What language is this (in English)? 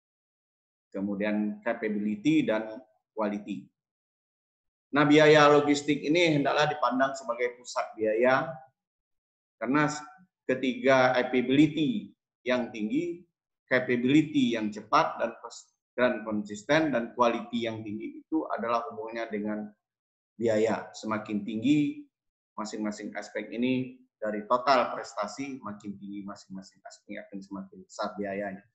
Indonesian